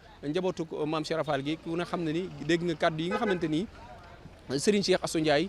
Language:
Wolof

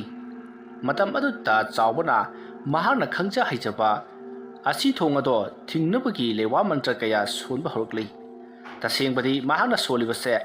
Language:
Manipuri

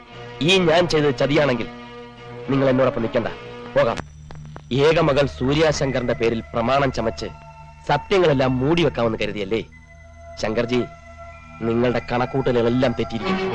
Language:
Malayalam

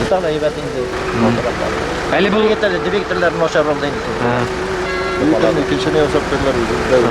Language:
Bashkir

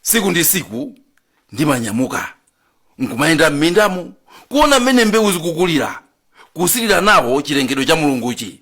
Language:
Nyanja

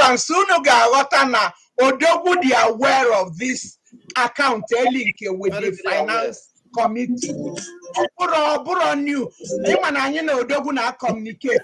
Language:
Igbo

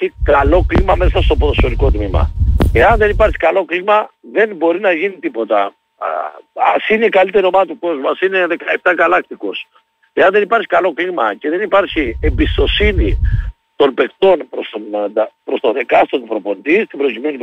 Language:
Greek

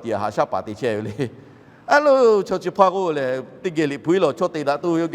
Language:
Lahu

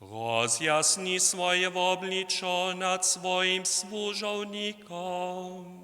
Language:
Upper Sorbian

